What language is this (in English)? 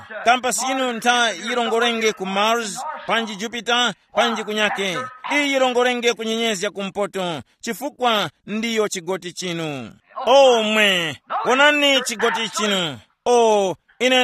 Tumbuka